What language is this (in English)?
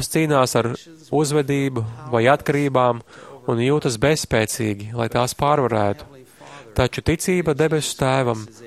Latvian